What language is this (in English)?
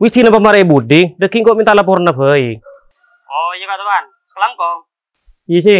Madurese